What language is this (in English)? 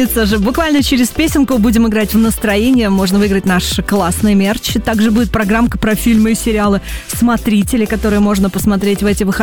Russian